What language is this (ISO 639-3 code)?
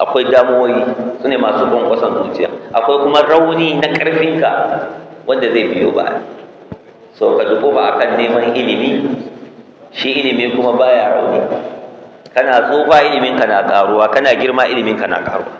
hau